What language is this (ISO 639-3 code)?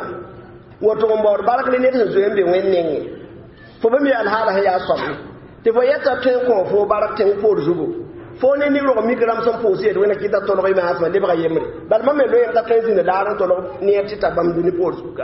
mos